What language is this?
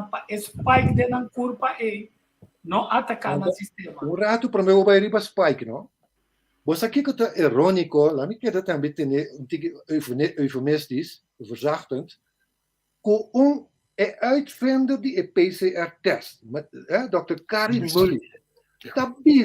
Papiamento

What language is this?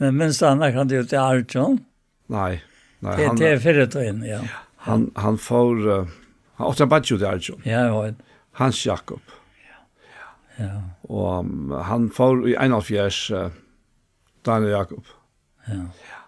Faroese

